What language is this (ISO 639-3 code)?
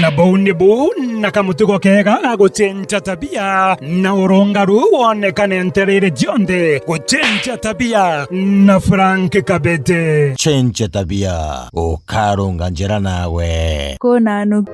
mer